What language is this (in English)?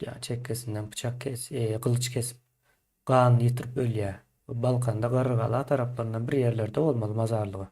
Turkmen